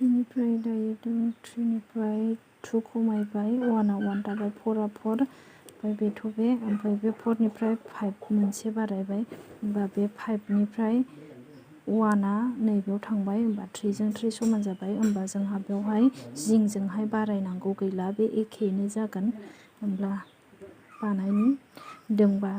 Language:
Bodo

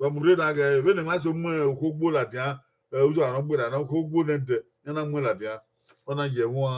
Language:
Bini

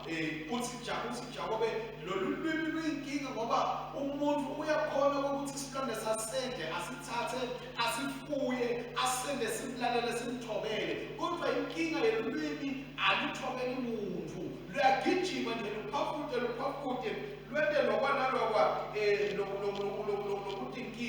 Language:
Swati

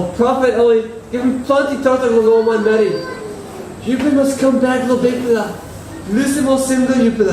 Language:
Tok Pisin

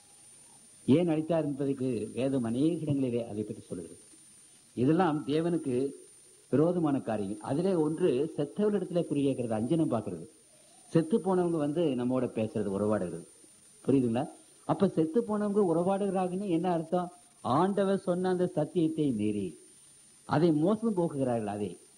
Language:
Tamil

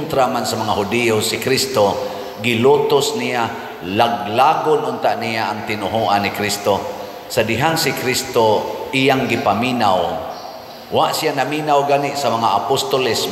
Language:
Cebuano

